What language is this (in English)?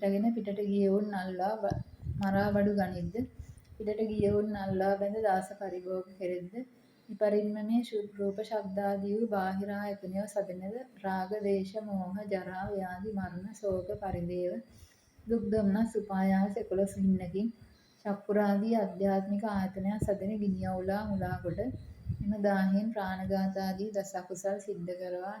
Sinhala